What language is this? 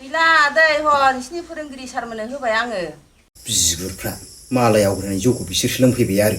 Bodo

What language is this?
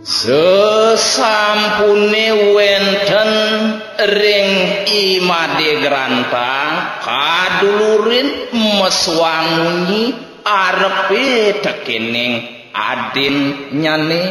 Balinese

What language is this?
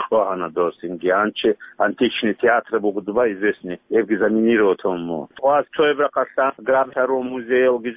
Avaric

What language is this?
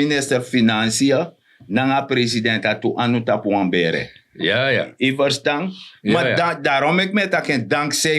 Sranan Tongo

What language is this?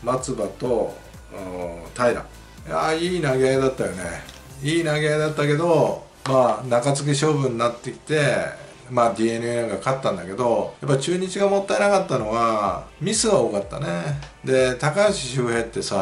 Japanese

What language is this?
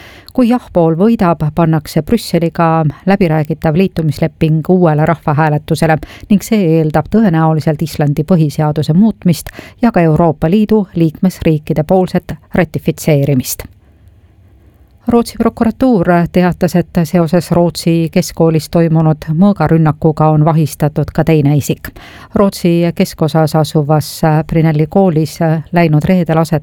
Estonian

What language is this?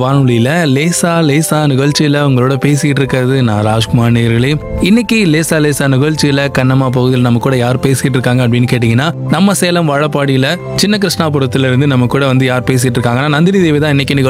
Tamil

